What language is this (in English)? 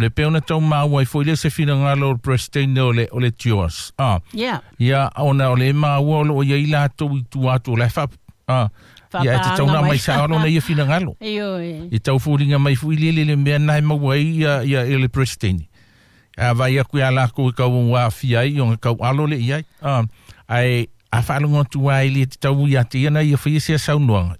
Samoan